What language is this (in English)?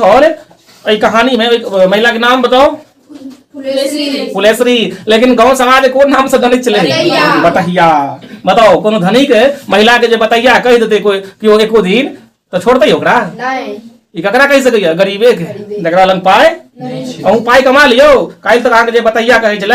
Maithili